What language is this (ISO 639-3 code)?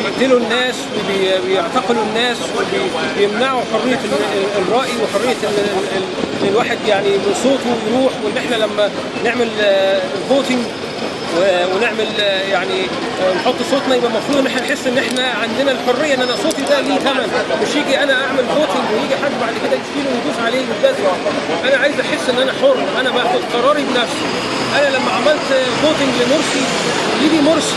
arz